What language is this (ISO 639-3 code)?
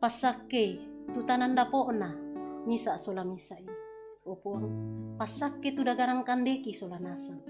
sda